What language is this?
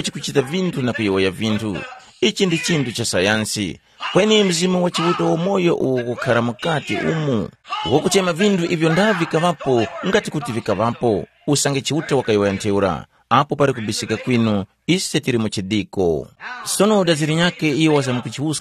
Tumbuka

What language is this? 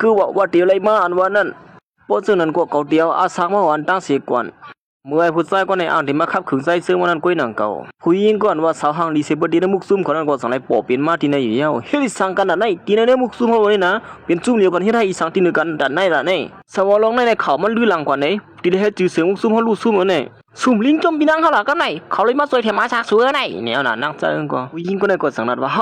Shan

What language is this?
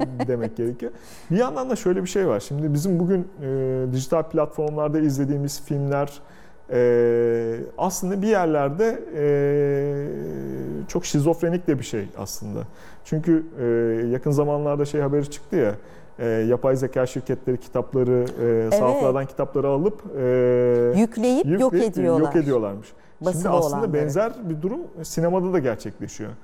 Turkish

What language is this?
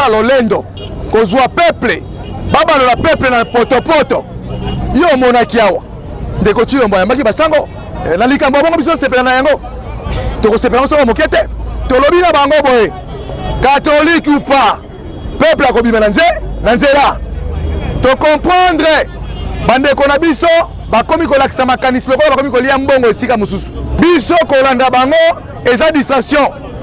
Lingala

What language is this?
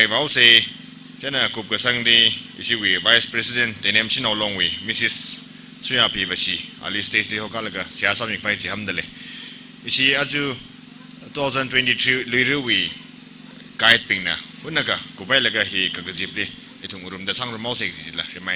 Tangkhul Naga (India)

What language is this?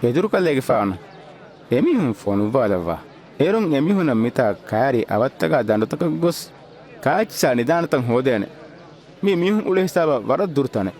Divehi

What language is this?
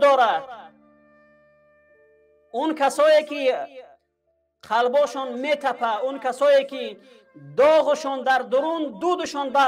Persian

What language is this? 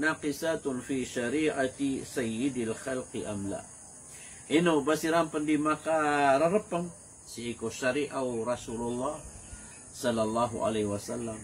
Maranao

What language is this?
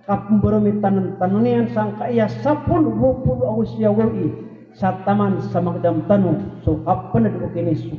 Maranao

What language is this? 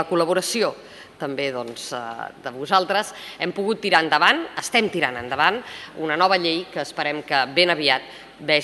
Catalan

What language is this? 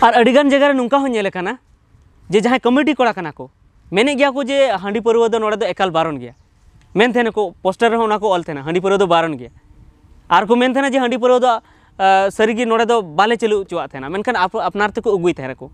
Santali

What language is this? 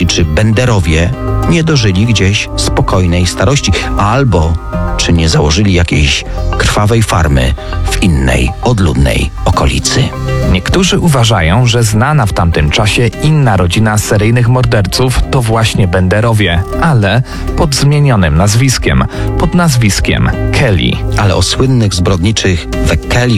Polish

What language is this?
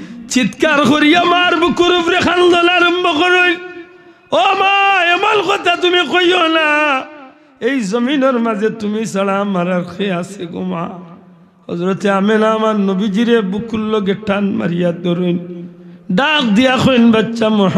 Sylheti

